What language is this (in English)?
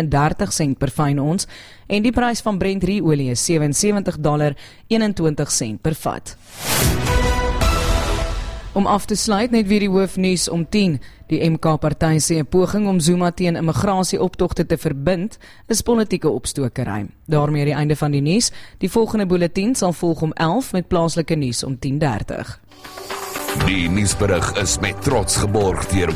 Afrikaans